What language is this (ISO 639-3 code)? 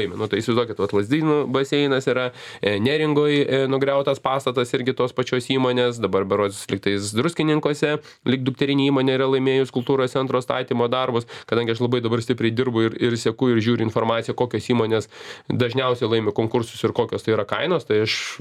lit